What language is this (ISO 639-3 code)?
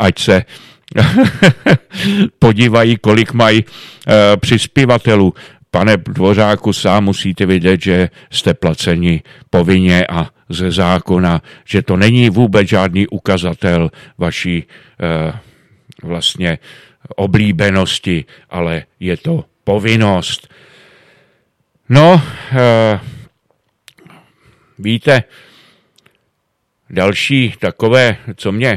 ces